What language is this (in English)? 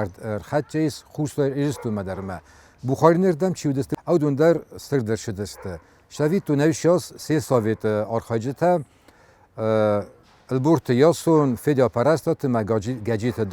Ossetic